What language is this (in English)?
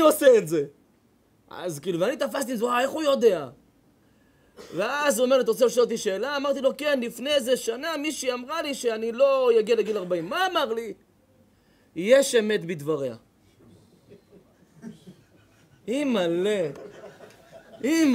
Hebrew